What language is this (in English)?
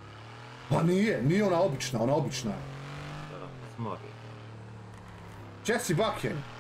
Croatian